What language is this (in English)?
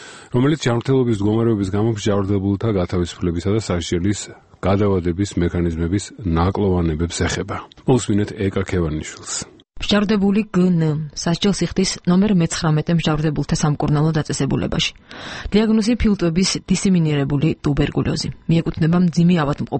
Georgian